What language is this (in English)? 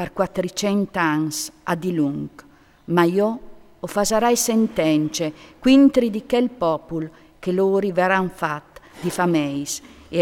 Friulian